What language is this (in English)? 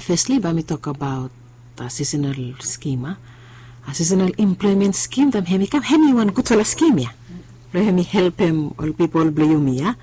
Bislama